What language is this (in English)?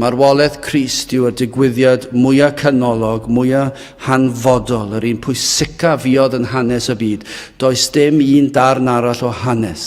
Welsh